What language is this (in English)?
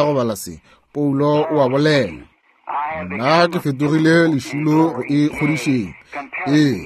Northern Sotho